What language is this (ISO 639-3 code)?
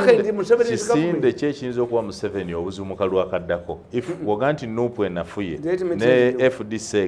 lug